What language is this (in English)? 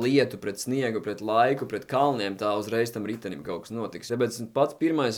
Latvian